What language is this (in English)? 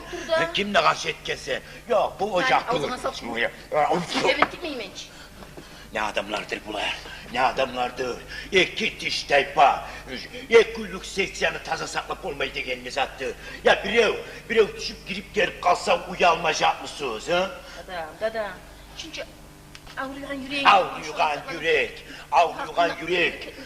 Kumyk